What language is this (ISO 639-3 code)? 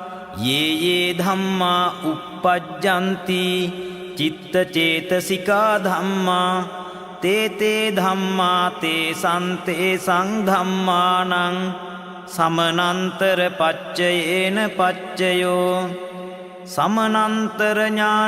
pli